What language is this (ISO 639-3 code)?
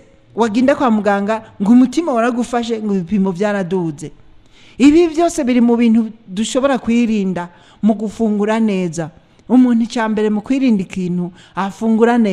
run